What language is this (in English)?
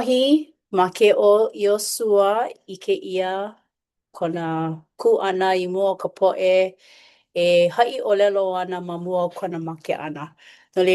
Hawaiian